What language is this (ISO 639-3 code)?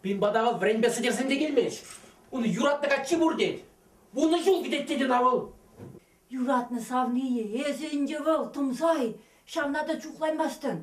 chv